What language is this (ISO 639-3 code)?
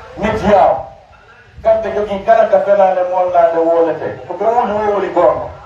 fuf